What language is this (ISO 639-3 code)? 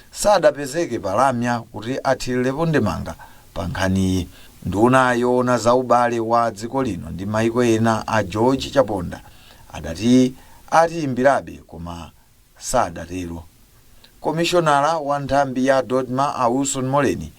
nya